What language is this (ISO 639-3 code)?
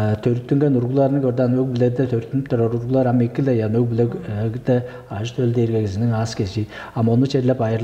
tyv